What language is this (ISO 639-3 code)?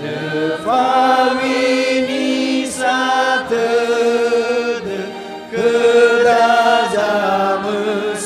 nia